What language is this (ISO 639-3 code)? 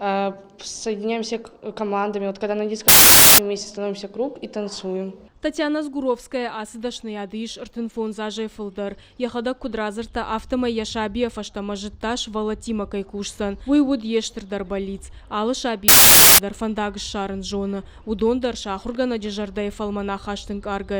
oss